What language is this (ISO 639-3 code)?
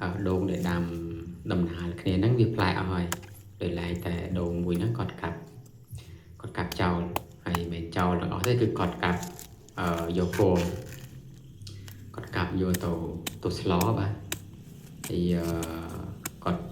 khm